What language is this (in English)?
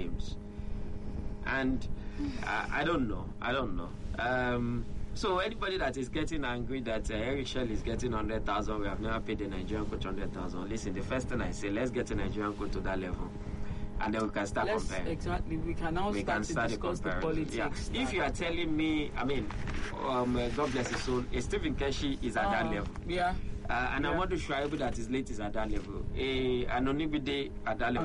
English